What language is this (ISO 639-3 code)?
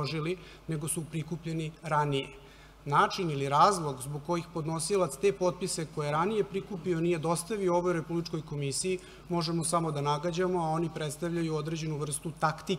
srp